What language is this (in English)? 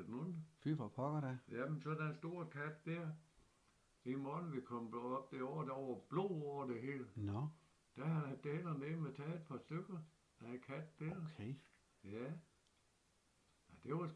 Danish